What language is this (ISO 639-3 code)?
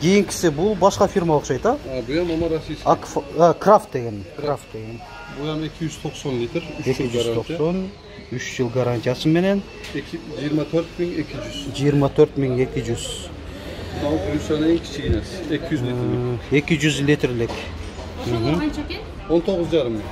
kir